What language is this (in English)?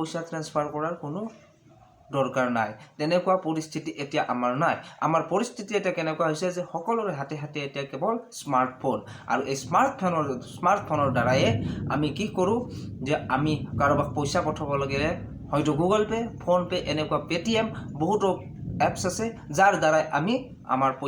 Assamese